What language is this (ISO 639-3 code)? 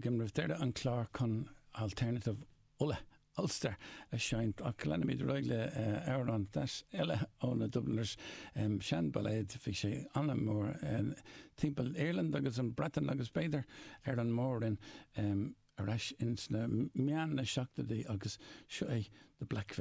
gle